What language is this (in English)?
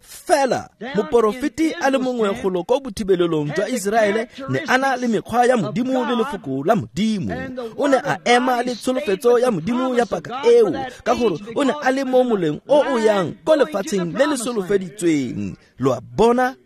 Tswana